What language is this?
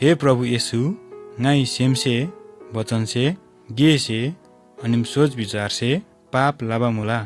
Eastern Tamang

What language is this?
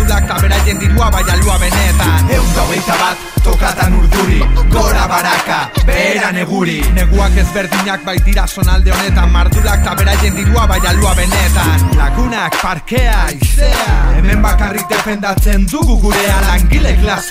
Basque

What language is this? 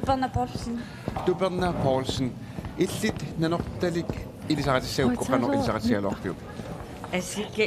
Kalaallisut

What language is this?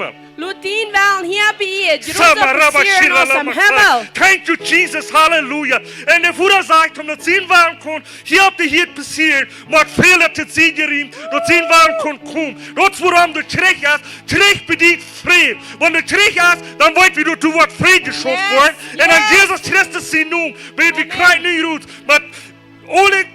Plautdietsch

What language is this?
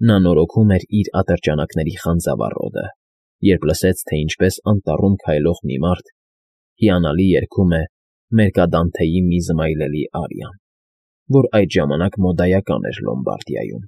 Armenian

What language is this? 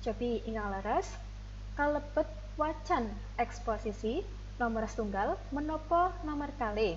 Javanese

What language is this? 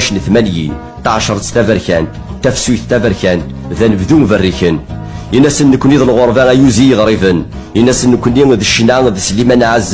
Kabyle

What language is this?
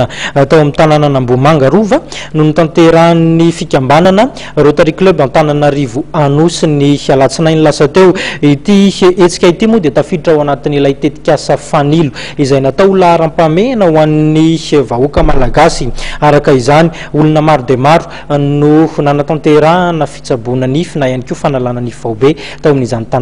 Malagasy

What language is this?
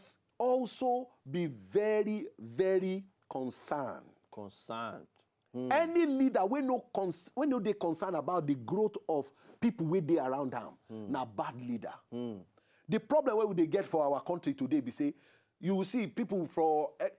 Nigerian Pidgin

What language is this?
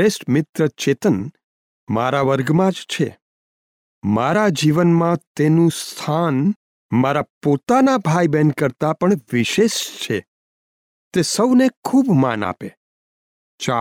Gujarati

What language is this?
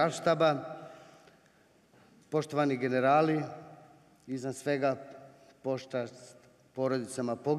Serbian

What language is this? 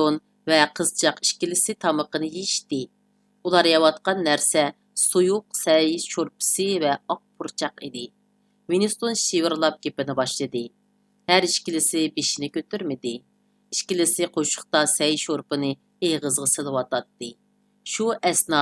Uyghur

